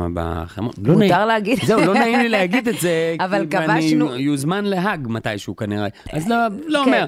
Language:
Hebrew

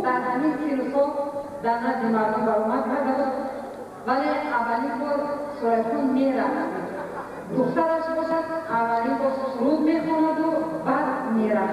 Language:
Tajik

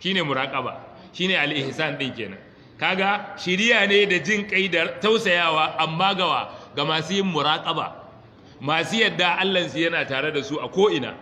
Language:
Hausa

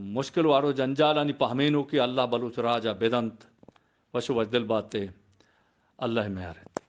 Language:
Eastern Balochi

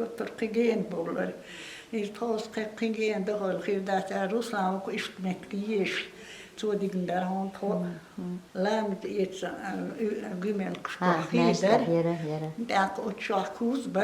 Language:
Chechen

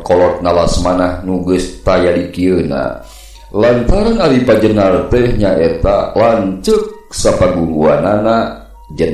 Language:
Sundanese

